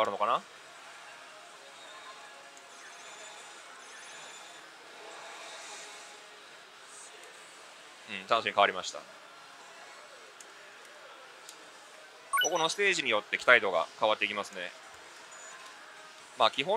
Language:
Japanese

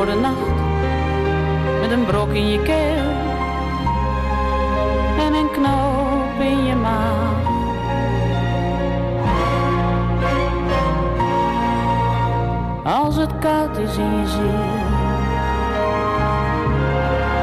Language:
Dutch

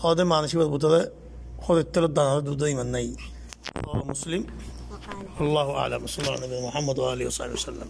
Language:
Rohingya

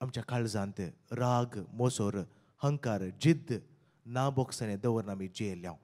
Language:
Konkani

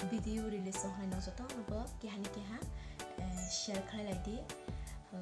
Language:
Kok Borok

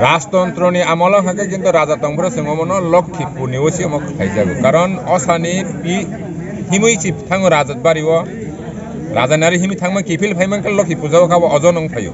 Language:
Kok Borok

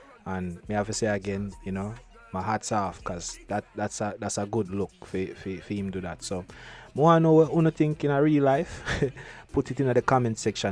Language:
Jamaican Creole English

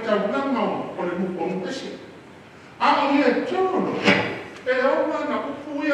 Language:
Samoan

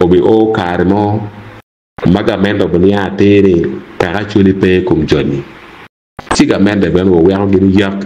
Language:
Acoli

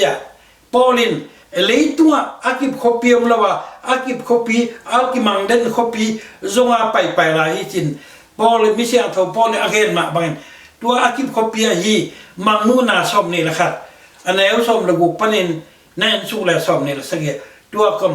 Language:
Tedim Chin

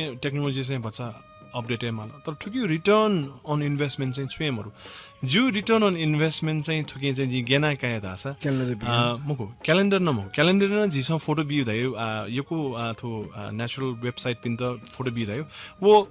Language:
Newari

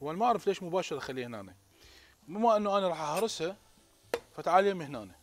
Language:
Mesopotamian Arabic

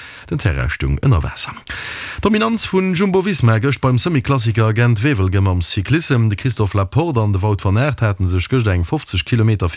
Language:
Luxembourgish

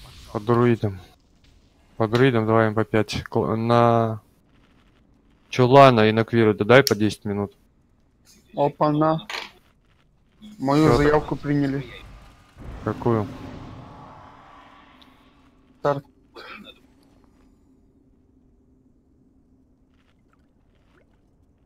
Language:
Russian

